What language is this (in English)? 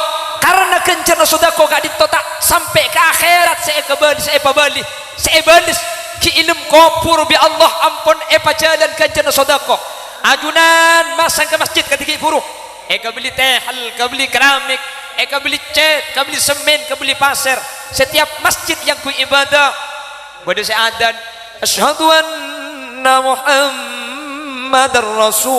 Madurese